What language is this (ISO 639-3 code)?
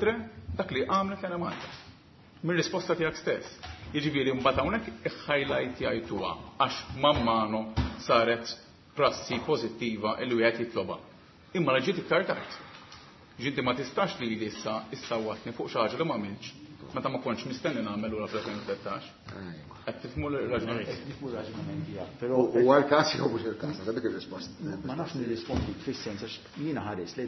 mlt